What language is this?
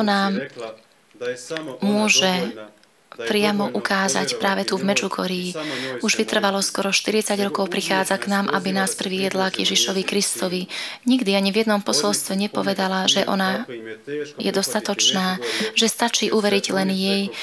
Slovak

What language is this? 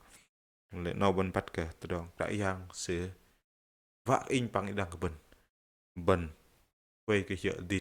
Bahnar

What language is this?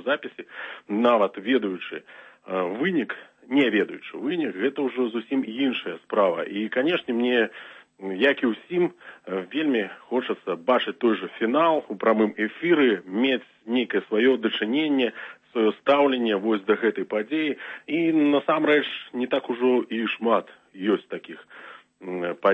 Belarusian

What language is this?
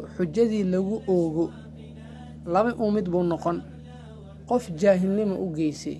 Somali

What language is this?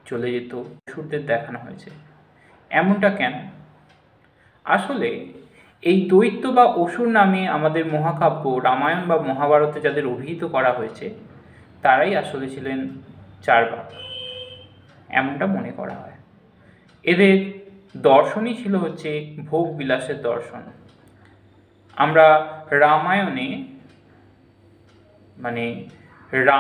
Bangla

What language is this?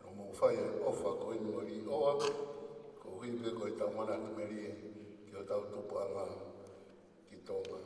Tongan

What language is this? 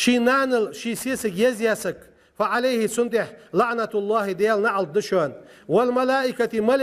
Ingush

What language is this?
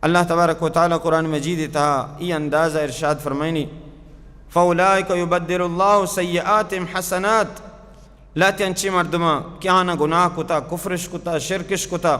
Baluchi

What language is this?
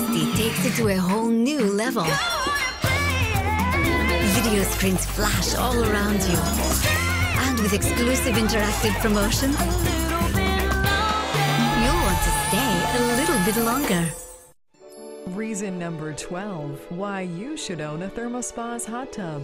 English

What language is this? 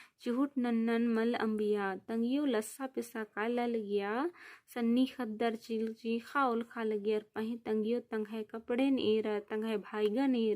Kurukh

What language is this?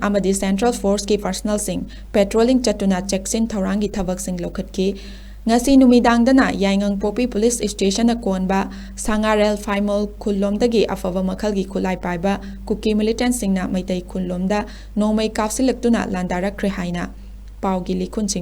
Manipuri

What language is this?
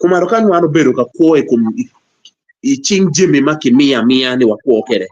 Acoli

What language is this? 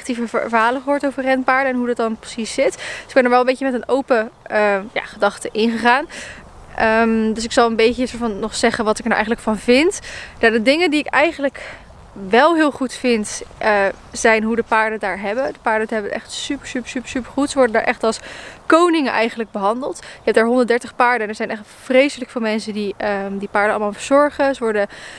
Dutch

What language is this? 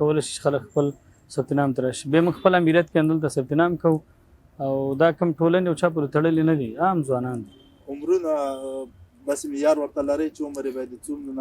Pashto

